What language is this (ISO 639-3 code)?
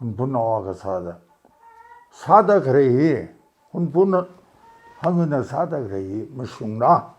nmf